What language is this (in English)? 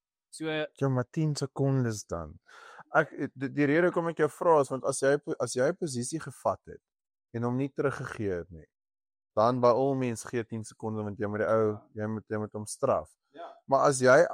Afrikaans